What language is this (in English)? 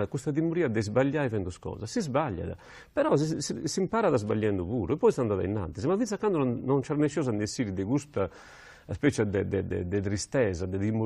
Sardinian